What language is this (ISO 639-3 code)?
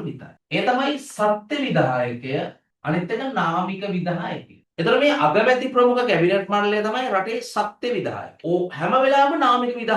sin